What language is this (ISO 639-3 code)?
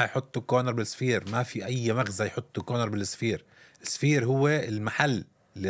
apc